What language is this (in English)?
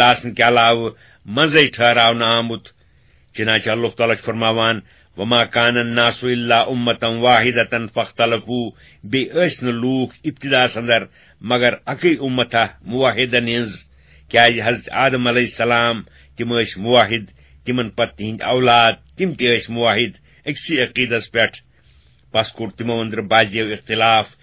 Kashmiri